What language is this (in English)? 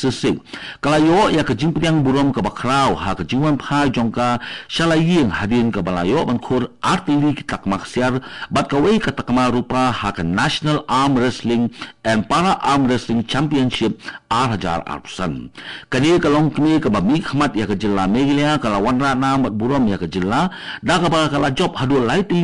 Khasi